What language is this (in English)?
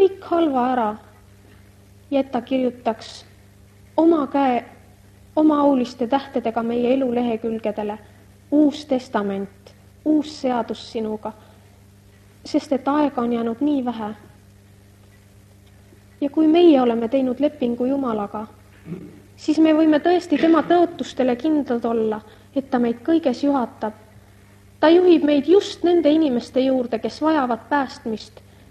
Estonian